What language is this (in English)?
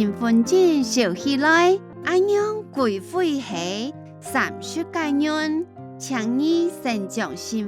Hakka Chinese